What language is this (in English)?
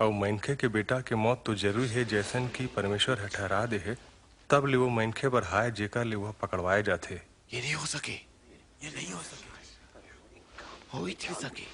Chhattisgarhi